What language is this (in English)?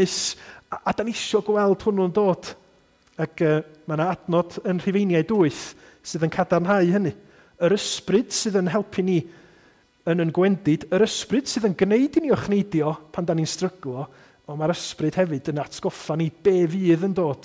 Welsh